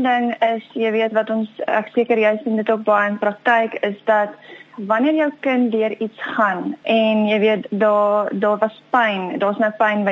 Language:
Afrikaans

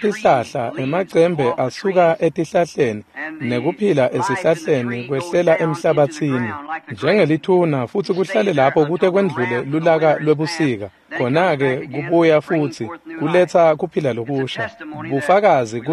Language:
Swati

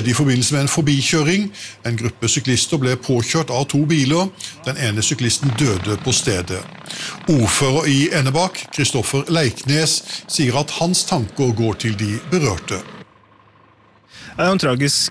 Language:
Norwegian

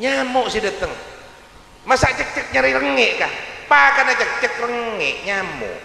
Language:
Madurese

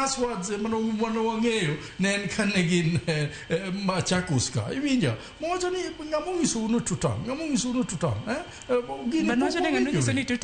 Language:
Luo (Kenya and Tanzania)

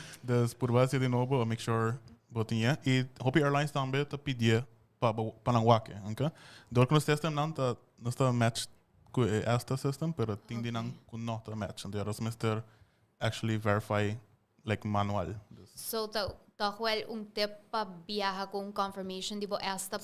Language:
Papiamento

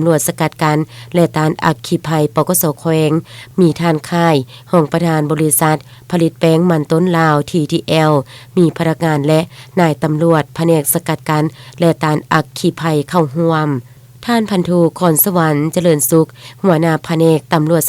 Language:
Lao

